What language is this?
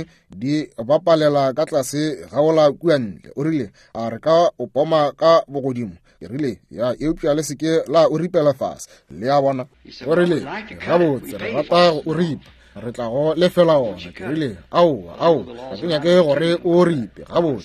Northern Sotho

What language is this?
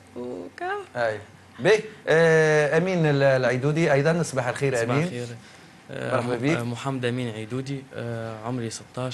Tunisian Arabic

